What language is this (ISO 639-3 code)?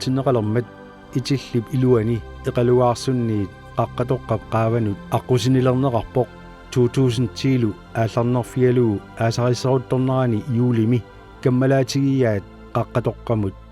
kal